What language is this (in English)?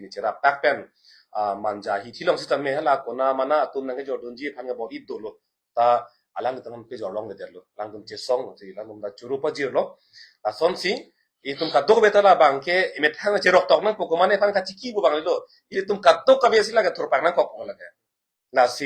Karbi